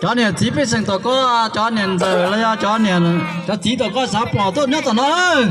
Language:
Hmong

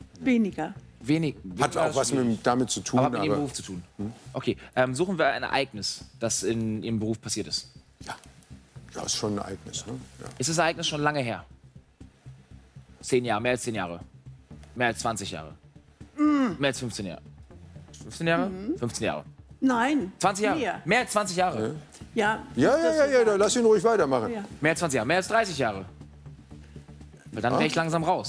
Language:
German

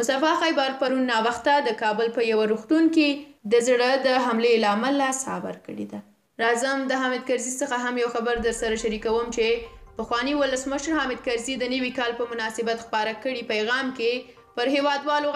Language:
Pashto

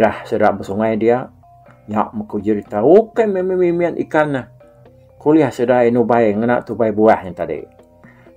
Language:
Iban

